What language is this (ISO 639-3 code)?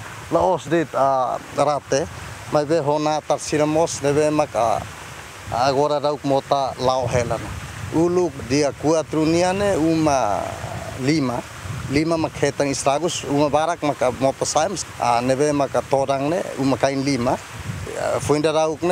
tet